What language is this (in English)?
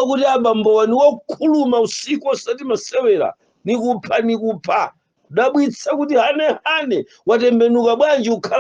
Nyanja